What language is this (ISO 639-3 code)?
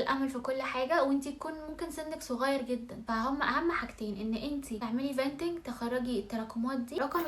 arz